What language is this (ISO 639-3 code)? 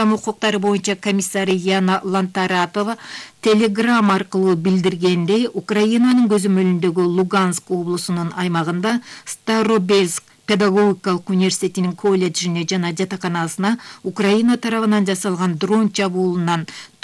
kir